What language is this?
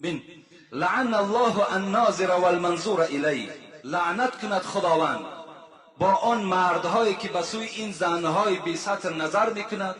Tajik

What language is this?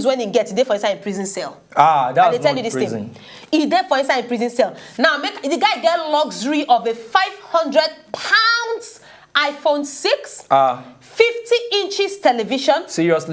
Nigerian Pidgin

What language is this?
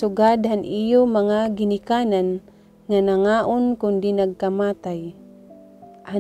Waray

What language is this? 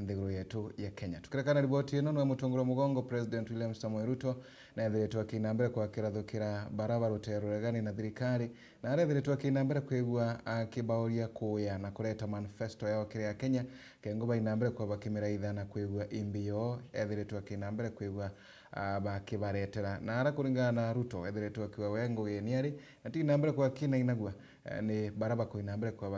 Meru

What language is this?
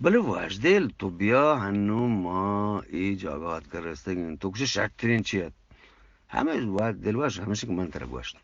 Eastern Balochi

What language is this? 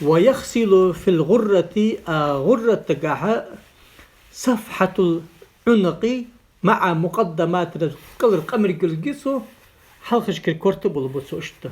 Ingush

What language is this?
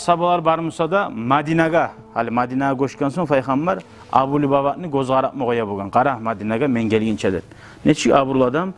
Kumyk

